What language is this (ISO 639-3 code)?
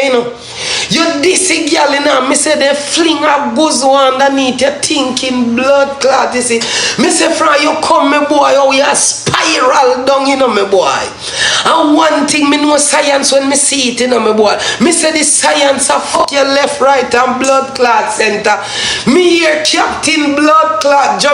jam